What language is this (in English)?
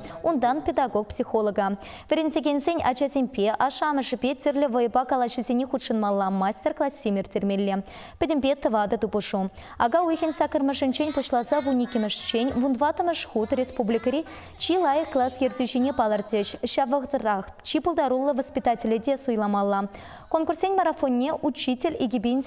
Chuvash